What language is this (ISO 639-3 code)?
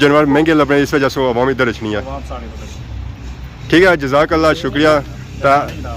phr